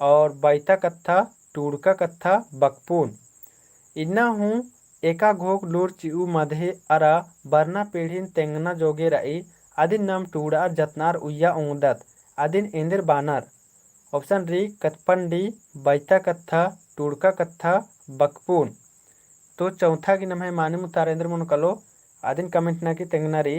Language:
Kurukh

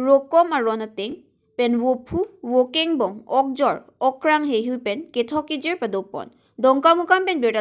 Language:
Karbi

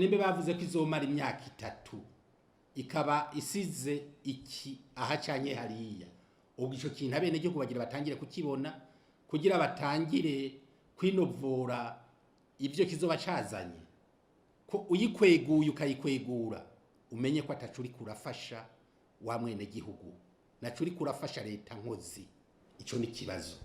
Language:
Rundi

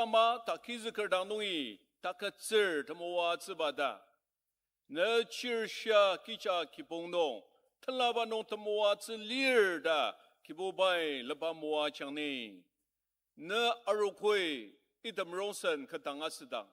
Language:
Ao Naga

